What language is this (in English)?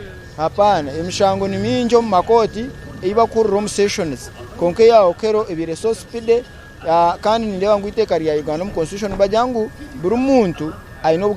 Nyankole